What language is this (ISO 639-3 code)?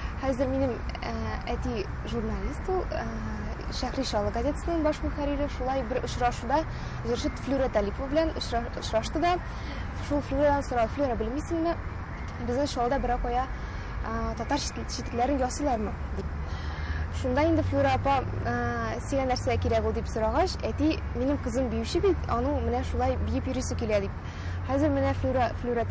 tat